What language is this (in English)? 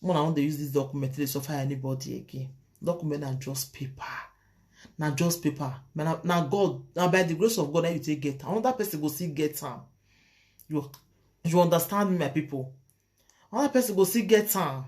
Nigerian Pidgin